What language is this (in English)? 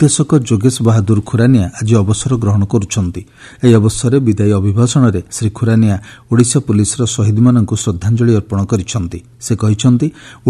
Odia